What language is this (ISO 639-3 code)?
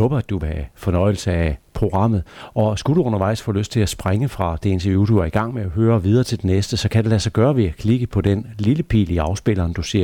dan